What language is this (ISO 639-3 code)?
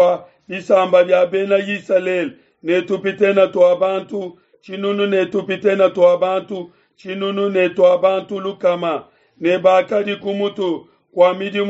lua